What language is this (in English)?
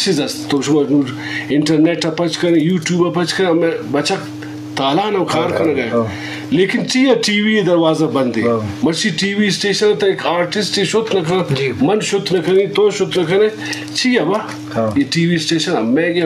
Eastern Balochi